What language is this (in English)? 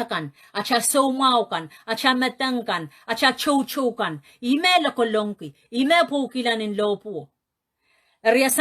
Pohnpeian